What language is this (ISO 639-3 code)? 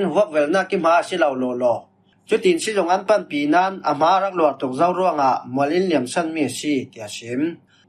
cfm